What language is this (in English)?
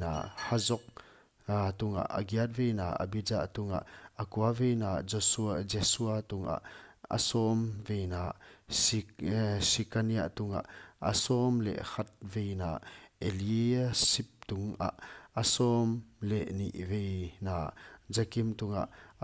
Paite Chin